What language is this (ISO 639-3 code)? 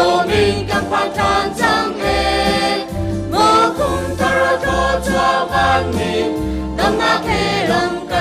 cnh